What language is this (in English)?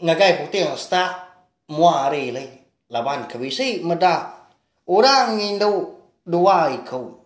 Iban